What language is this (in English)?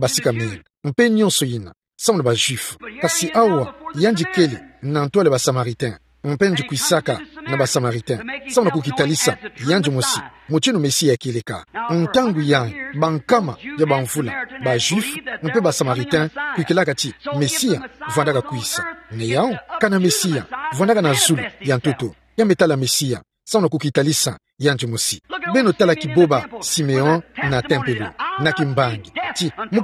Kituba (Democratic Republic of Congo)